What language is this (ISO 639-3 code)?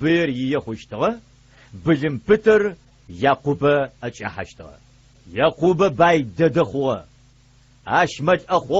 ady